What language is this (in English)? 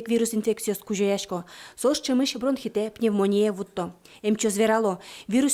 Udmurt